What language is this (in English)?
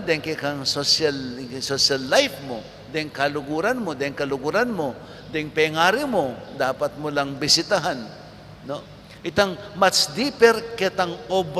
Pampanga